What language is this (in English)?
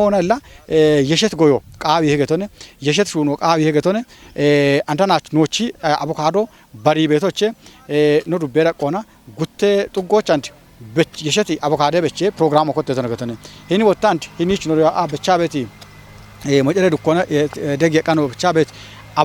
Kafa